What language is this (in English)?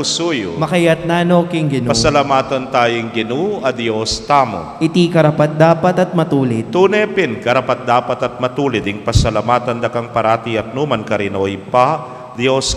Pampanga